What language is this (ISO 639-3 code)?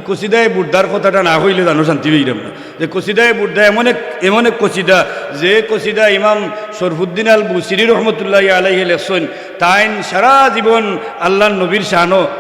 syl